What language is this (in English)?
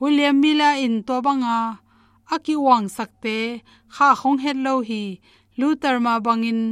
Tedim Chin